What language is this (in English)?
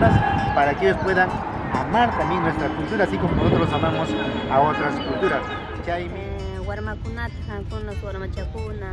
Quechua